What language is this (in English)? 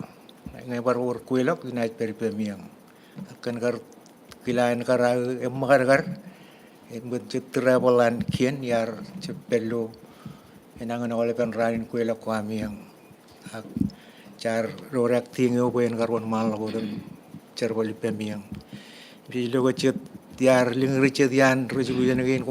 Marshallese